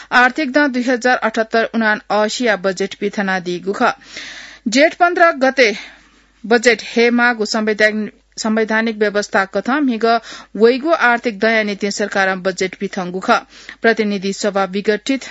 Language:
Newari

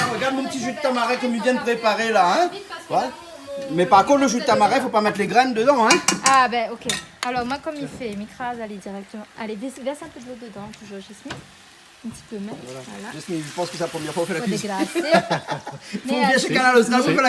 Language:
Réunion Creole French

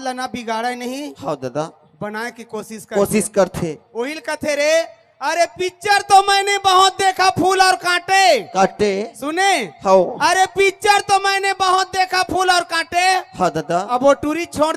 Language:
Chhattisgarhi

